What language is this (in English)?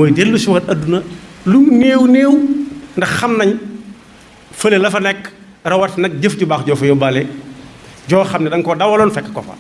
Wolof